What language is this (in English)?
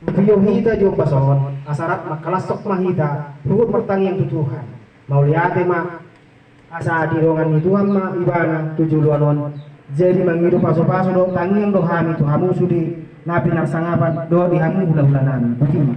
Batak Toba